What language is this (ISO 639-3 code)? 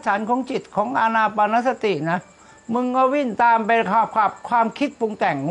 tha